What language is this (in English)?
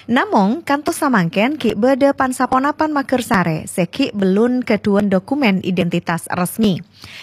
Madurese